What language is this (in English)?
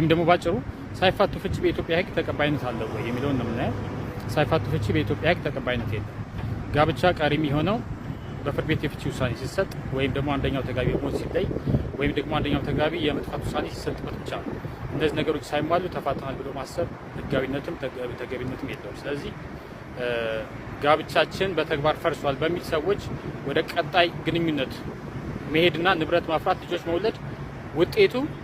Amharic